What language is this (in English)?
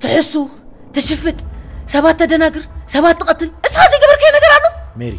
Tigrinya